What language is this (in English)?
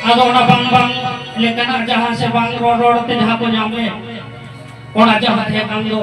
Santali